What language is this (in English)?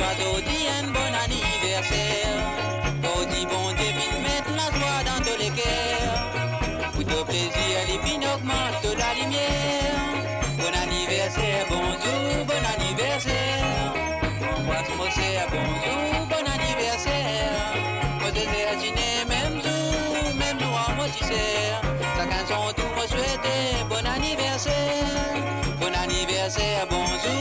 Morisyen